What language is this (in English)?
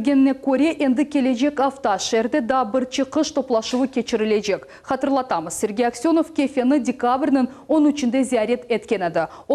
Crimean Tatar